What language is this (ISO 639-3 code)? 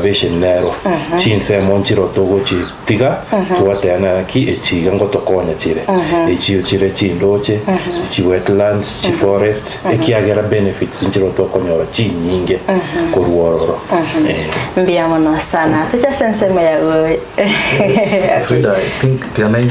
guz